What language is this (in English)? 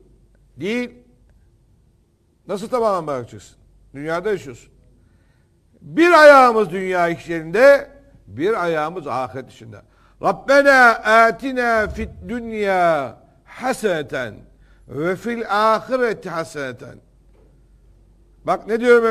Turkish